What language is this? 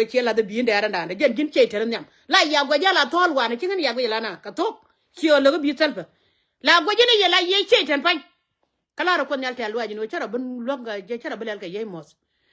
Nuer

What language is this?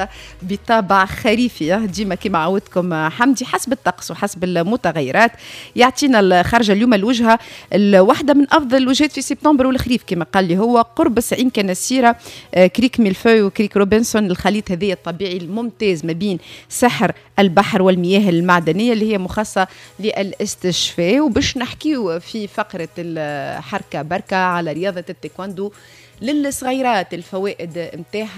Tunisian Arabic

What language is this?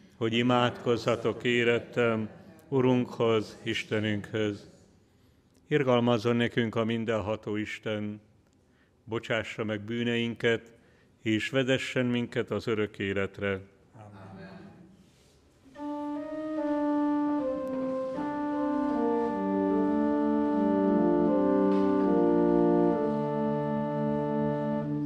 Hungarian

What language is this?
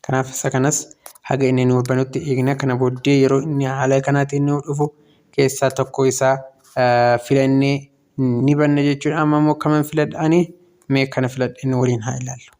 Oromo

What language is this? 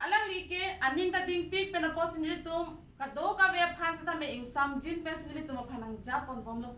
Karbi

